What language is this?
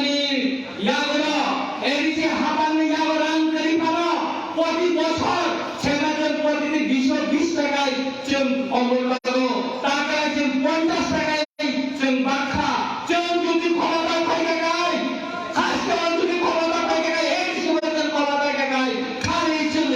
Kok Borok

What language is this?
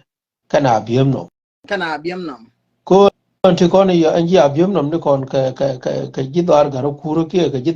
Nuer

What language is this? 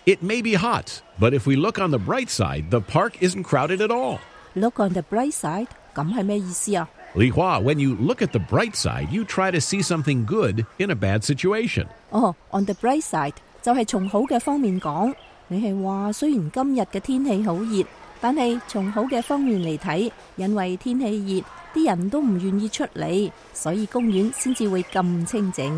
Cantonese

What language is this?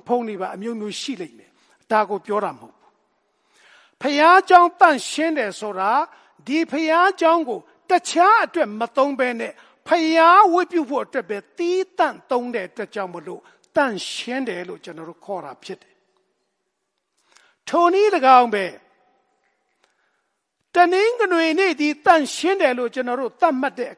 Burmese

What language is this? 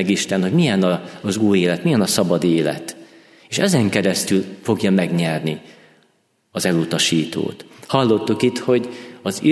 Hungarian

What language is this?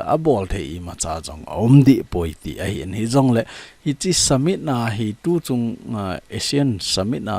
Thado Chin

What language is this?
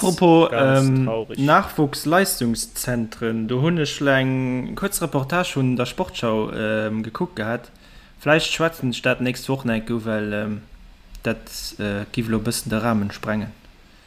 Luxembourgish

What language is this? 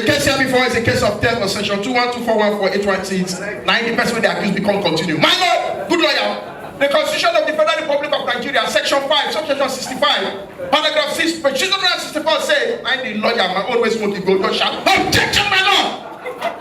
Nigerian Pidgin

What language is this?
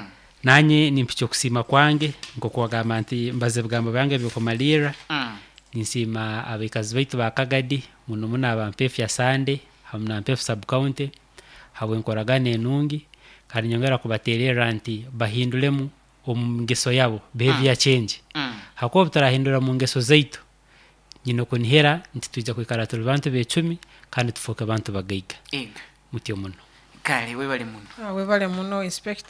Nyoro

